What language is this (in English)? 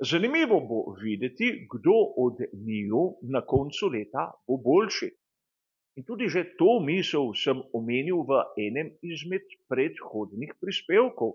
Slovenian